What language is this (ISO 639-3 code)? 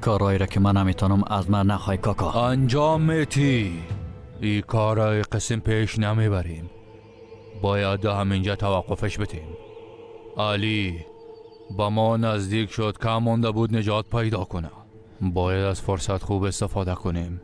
fas